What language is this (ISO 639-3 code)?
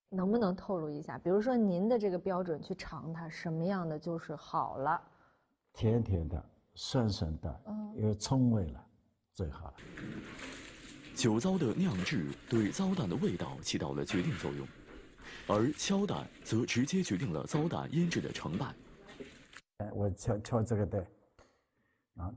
zho